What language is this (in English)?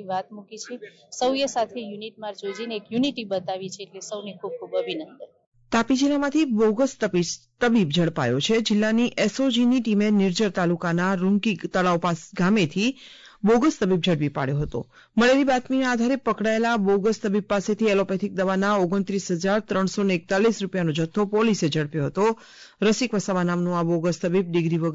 Gujarati